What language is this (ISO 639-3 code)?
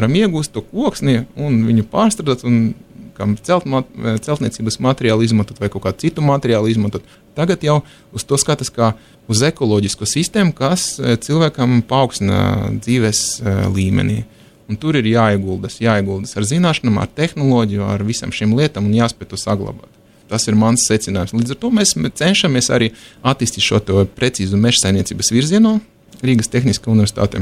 lav